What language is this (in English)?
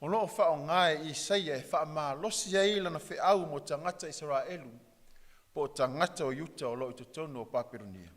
Samoan